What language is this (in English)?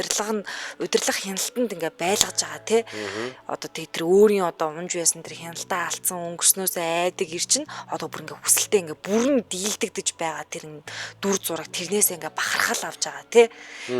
Mongolian